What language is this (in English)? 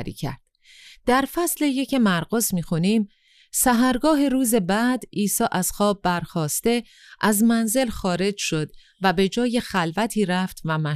Persian